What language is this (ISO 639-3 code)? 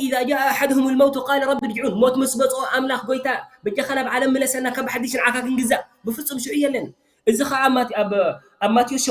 tir